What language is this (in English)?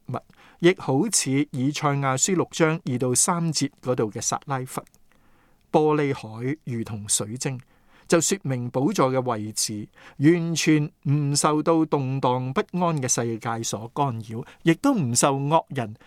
Cantonese